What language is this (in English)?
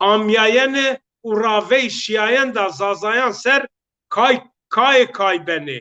Zaza